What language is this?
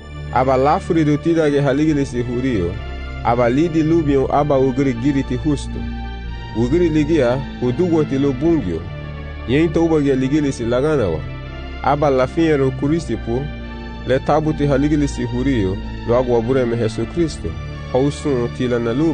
Garifuna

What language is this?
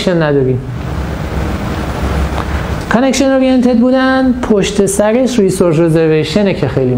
Persian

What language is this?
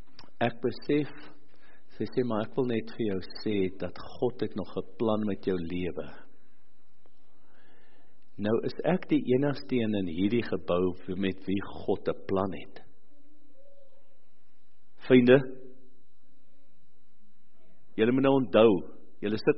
Afrikaans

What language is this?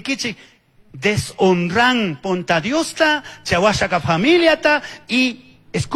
Chimborazo Highland Quichua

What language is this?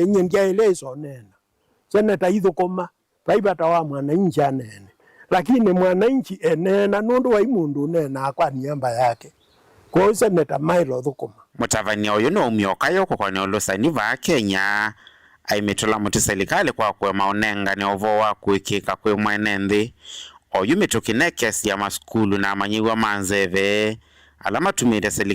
Kamba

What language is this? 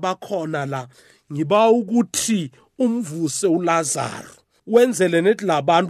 South Ndebele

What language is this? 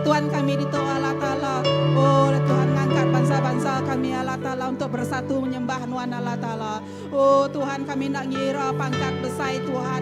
Iban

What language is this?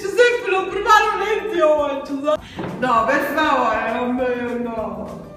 Sicilian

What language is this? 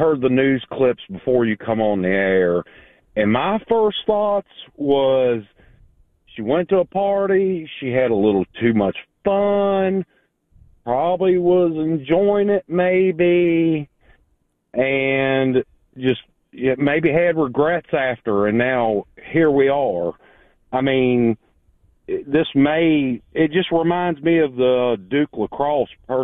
English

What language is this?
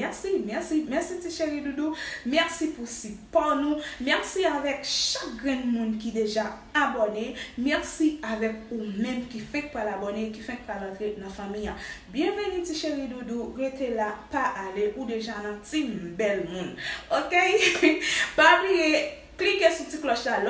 Haitian Creole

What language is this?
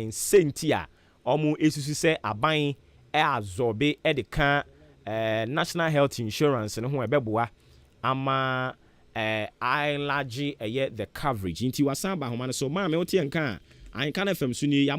Akan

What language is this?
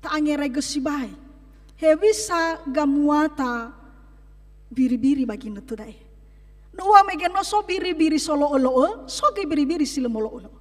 Nias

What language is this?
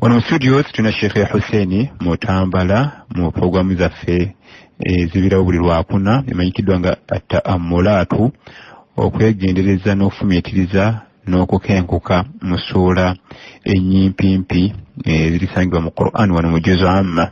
Ganda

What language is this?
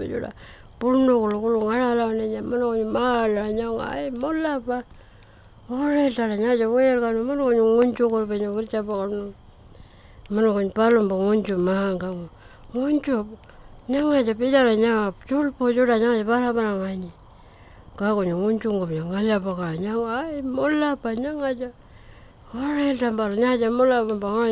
Pitjantjatjara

